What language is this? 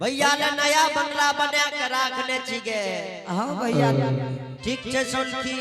Angika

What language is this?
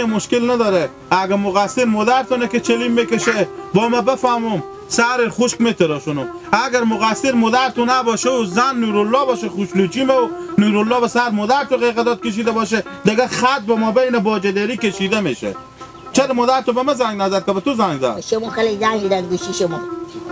Hazaragi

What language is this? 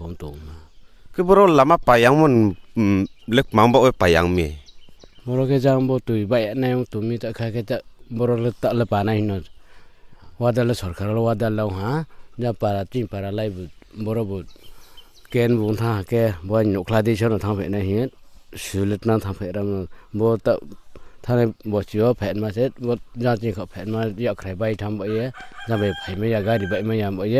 Riang (India)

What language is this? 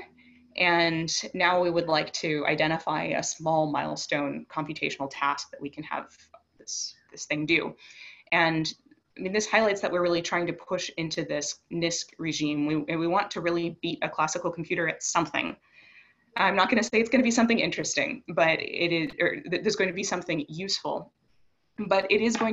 English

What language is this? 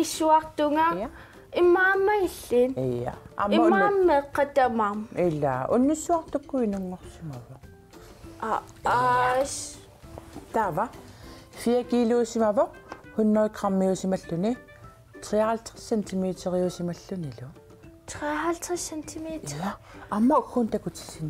Kalaallisut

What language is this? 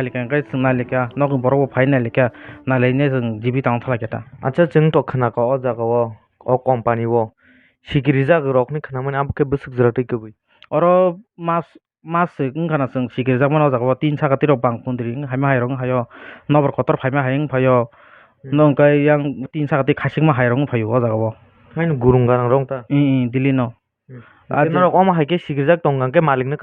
Kok Borok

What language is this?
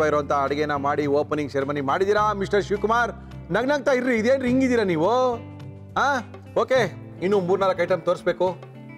Kannada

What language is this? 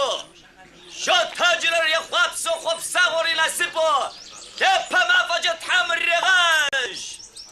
Adyghe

